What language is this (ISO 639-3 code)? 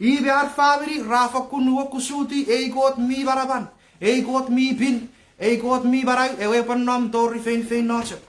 chk